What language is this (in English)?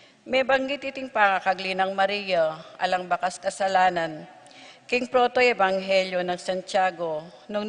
Pampanga